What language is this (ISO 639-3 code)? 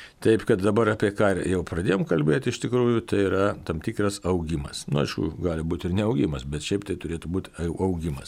lit